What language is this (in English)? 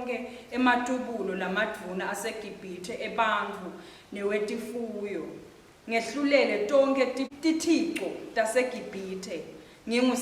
Swati